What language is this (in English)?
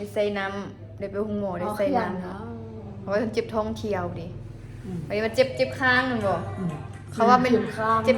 Lao